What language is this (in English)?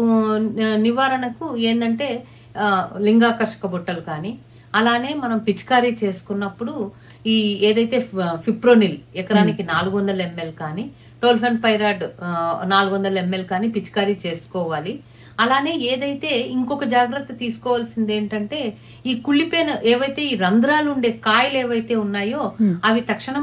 Telugu